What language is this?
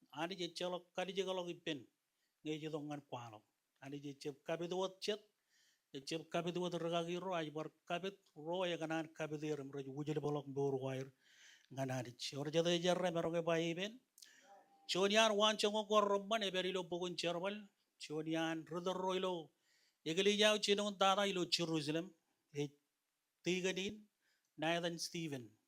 Marshallese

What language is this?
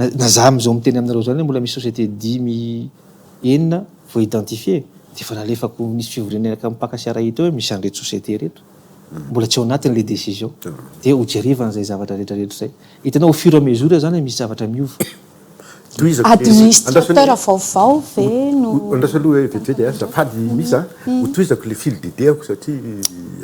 Malagasy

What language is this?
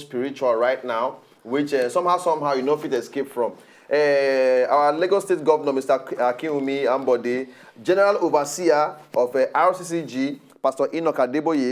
Nigerian Pidgin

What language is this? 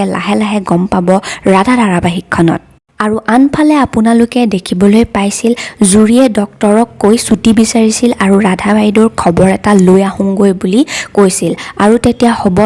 Assamese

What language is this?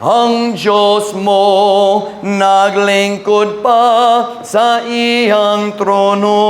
Cebuano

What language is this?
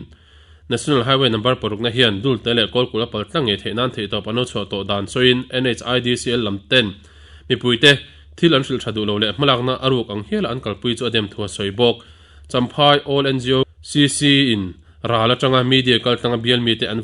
Mizo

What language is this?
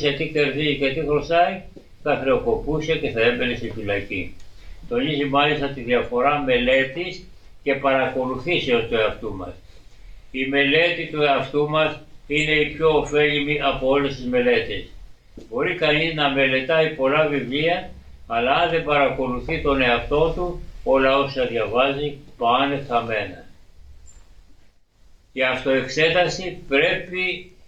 Greek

